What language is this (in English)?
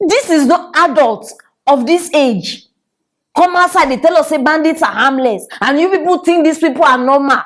Nigerian Pidgin